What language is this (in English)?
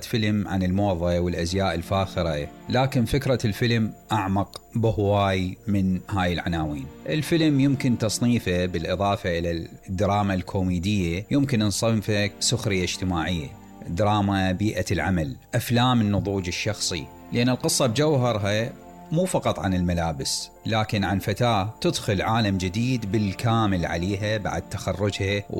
Mesopotamian Arabic